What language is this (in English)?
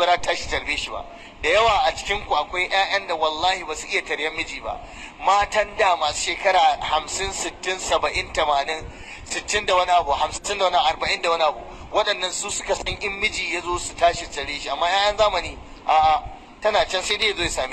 Hausa